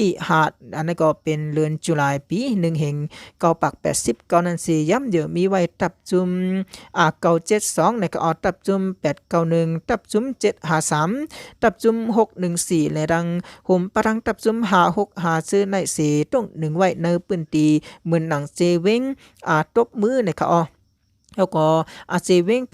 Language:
Shan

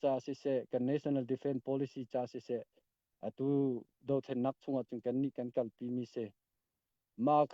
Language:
Hakha Chin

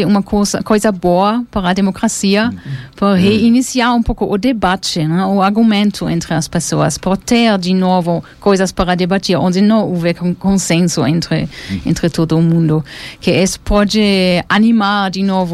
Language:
Portuguese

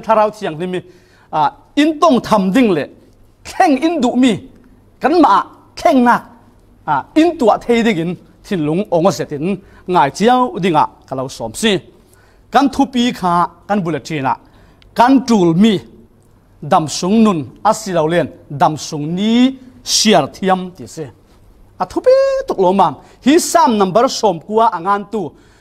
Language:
Falam Chin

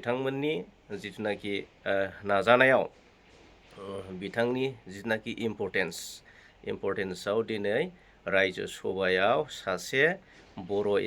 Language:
Bodo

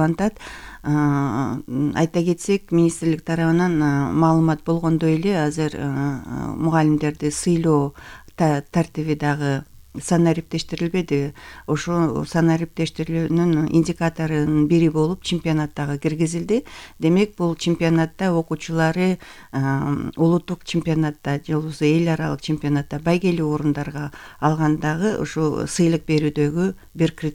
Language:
Kyrgyz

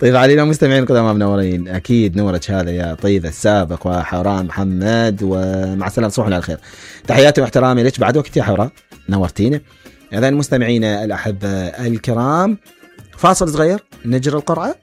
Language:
Mesopotamian Arabic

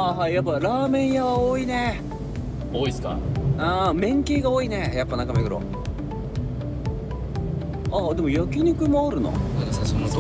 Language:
Japanese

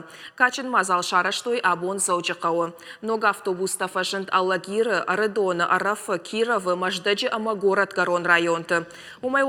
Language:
Ossetic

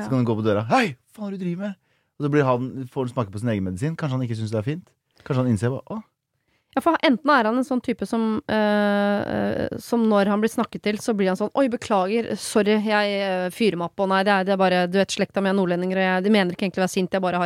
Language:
Norwegian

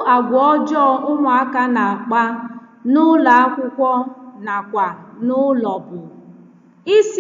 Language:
Igbo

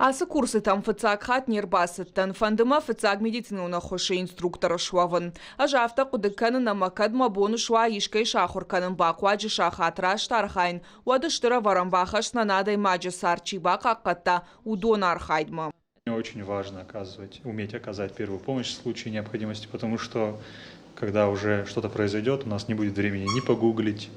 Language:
Ossetic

